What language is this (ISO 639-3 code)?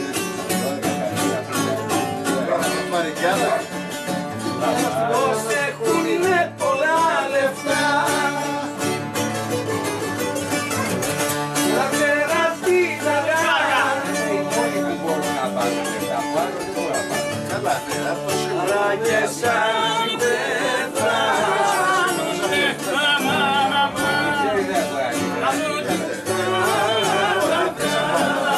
ell